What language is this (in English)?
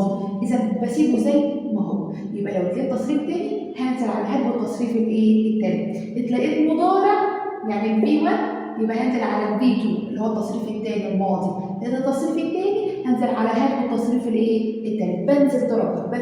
Egyptian Arabic